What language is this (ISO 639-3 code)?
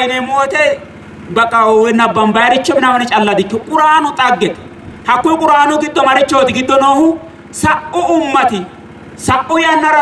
sid